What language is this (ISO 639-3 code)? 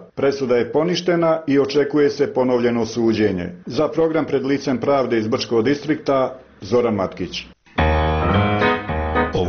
bos